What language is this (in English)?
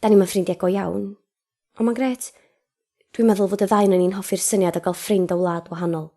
Welsh